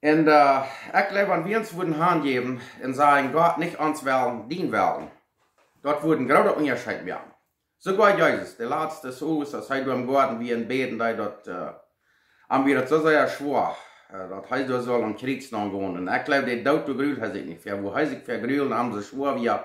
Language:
Plautdietsch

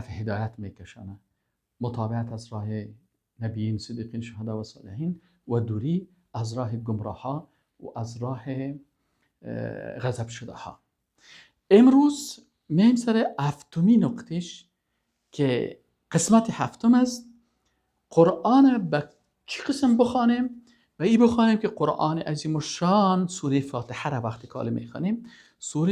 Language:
Persian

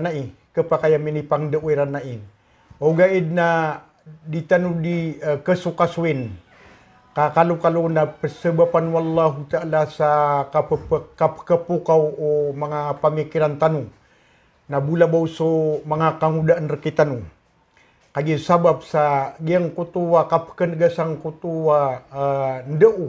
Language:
Maranao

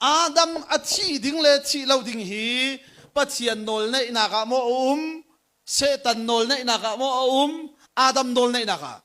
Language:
Hakha Chin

